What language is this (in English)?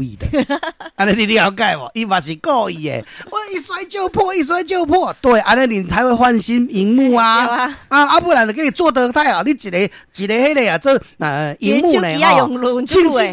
Min Nan Chinese